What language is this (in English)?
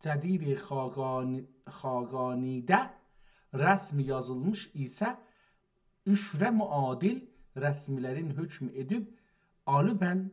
South Azerbaijani